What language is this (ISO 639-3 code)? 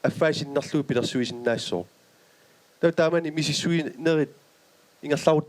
kal